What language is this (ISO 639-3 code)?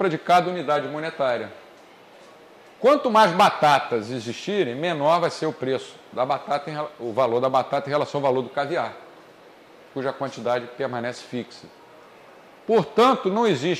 por